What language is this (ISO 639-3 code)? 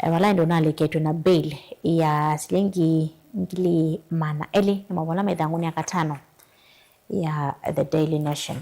kam